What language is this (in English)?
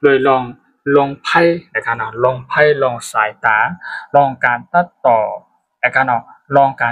Shan